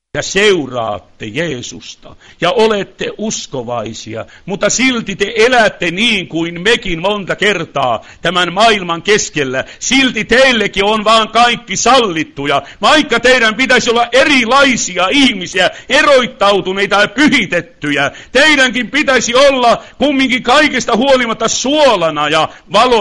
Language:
Finnish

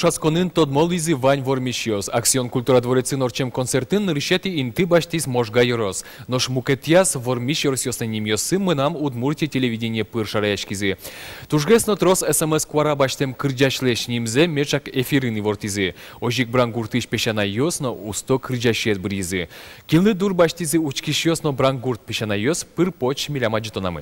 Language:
Udmurt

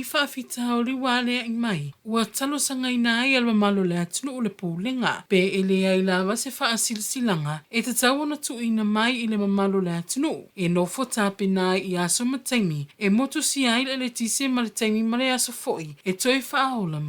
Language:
Samoan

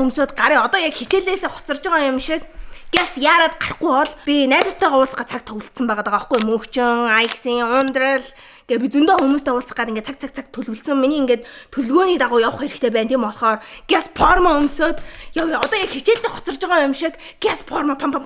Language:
Mongolian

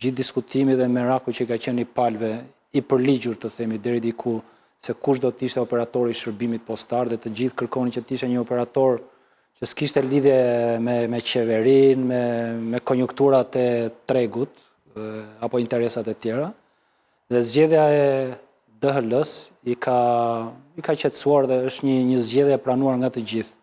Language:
Albanian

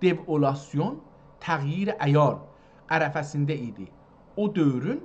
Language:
South Azerbaijani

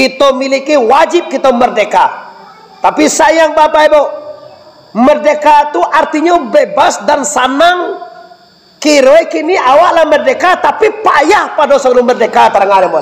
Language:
Minangkabau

